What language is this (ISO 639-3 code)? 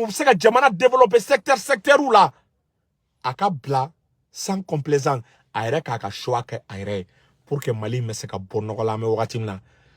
bam